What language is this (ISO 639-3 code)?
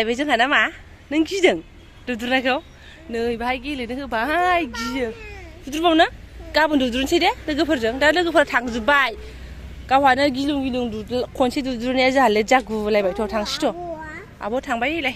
brx